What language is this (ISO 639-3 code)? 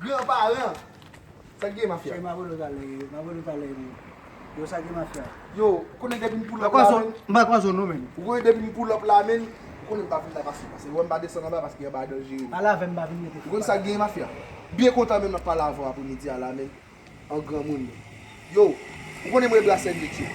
hat